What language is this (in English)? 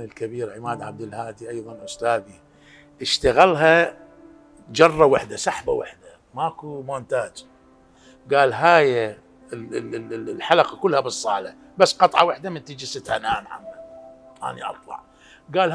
Mesopotamian Arabic